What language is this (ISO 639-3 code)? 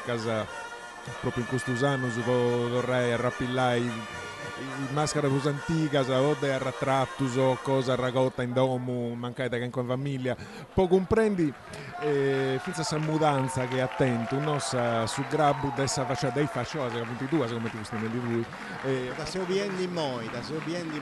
srd